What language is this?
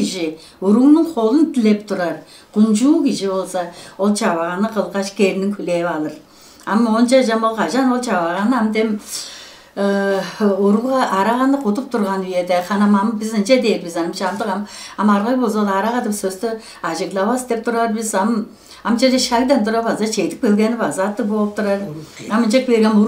Tuvinian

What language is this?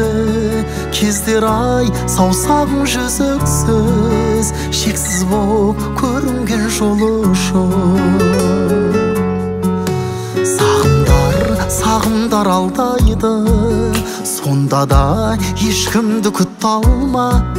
Kazakh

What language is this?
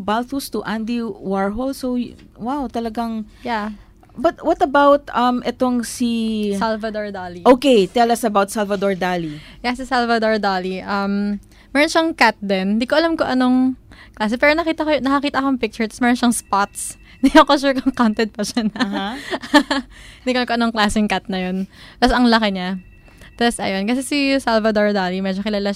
Filipino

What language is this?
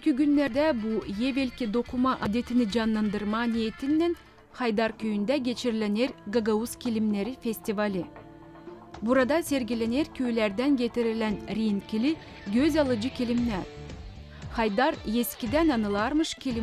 Gagauz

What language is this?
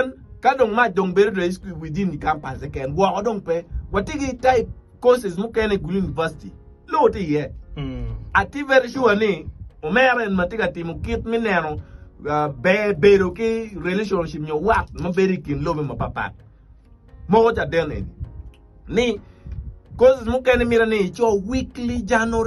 Acoli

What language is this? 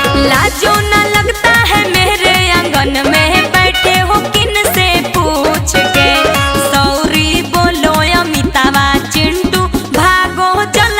Magahi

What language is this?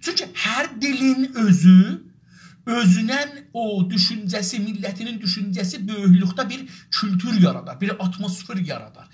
South Azerbaijani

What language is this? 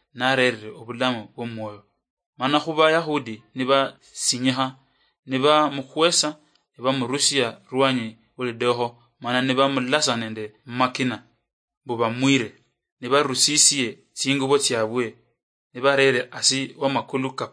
Luyia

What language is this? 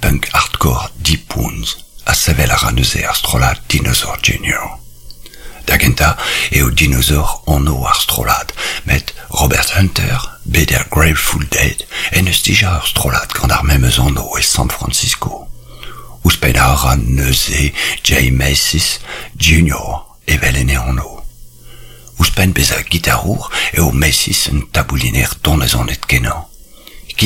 Breton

